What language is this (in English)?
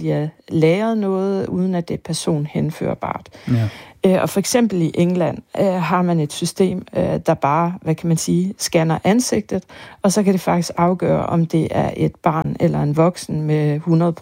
Danish